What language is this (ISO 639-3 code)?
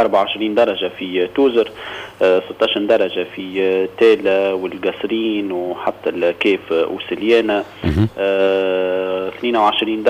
aeb